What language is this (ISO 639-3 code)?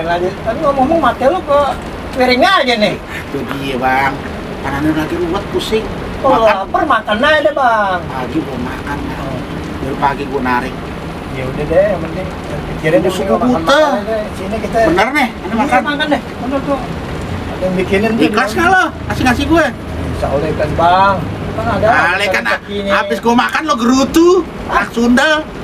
bew